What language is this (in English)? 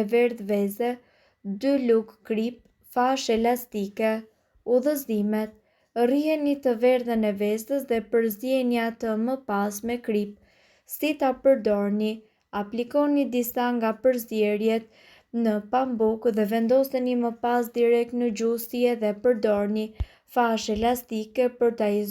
Albanian